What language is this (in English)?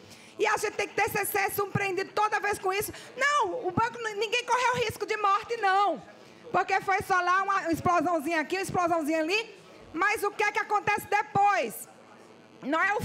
Portuguese